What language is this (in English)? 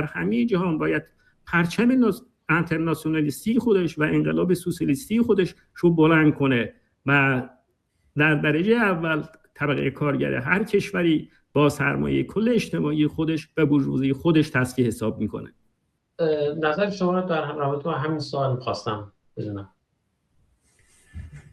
Persian